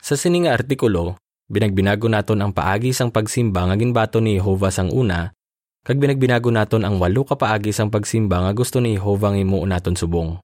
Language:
Hiligaynon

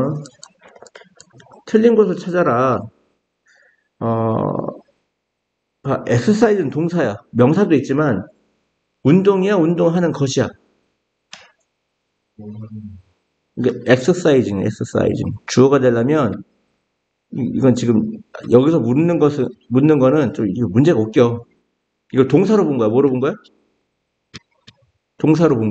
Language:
Korean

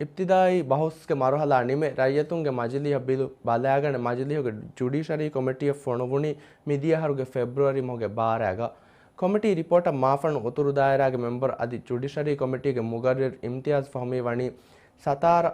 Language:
Divehi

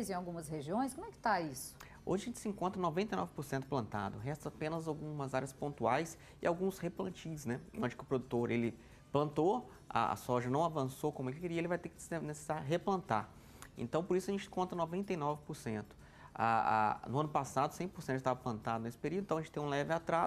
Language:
Portuguese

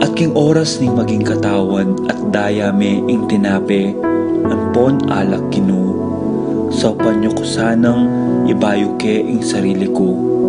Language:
Pampanga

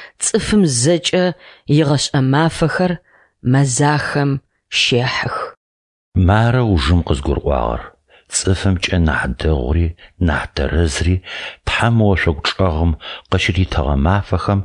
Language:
Adyghe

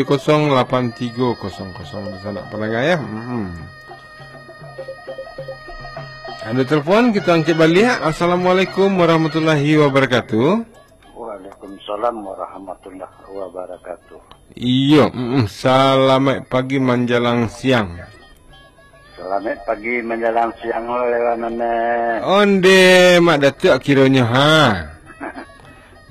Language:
Indonesian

